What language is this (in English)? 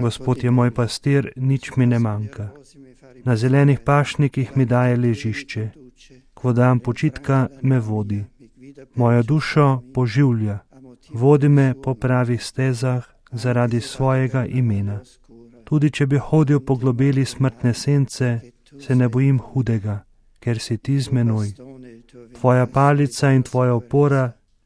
Slovenian